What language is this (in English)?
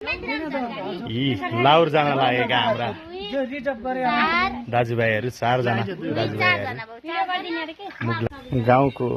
Nepali